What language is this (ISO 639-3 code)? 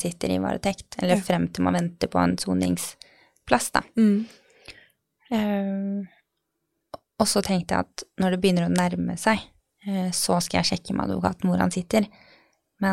nor